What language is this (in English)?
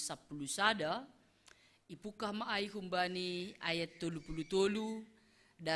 Batak Simalungun